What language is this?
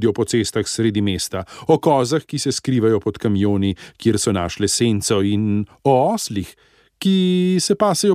Slovenian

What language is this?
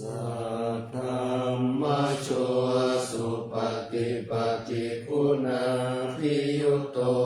Pali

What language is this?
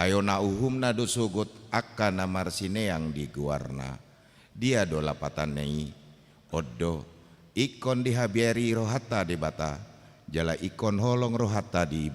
Batak Toba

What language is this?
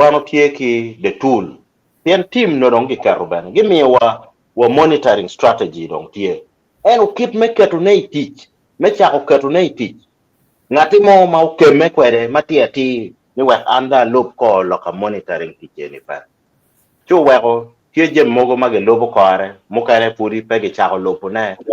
Acoli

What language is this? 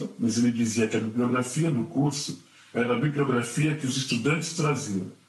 Portuguese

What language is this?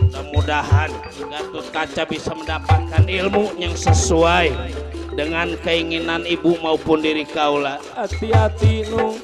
Betawi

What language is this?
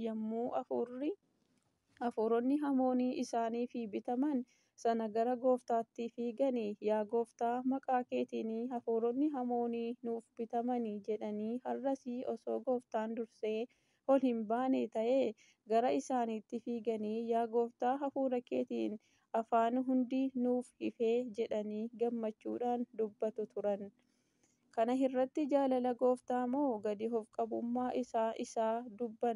Oromo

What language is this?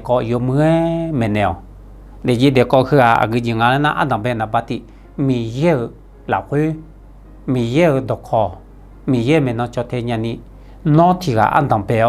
Akha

